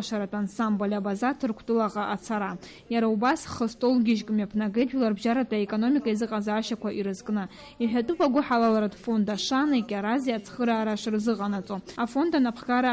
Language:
Abkhazian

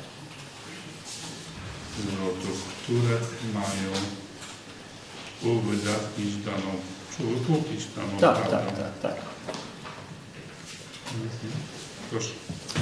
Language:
Polish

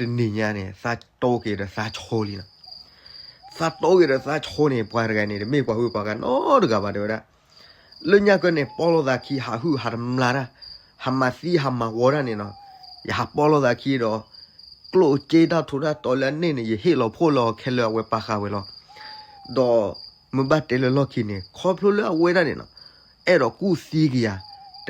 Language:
S'gaw Karen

